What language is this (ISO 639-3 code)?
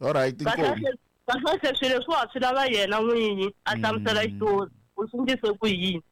tso